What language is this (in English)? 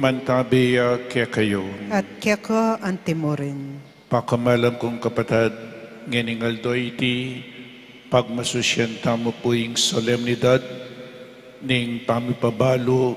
Pampanga